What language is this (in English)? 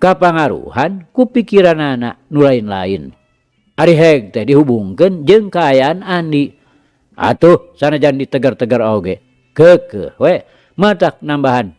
Sundanese